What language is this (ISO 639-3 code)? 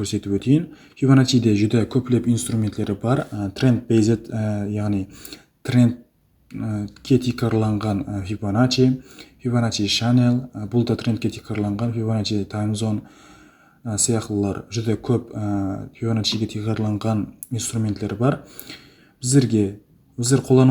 kaa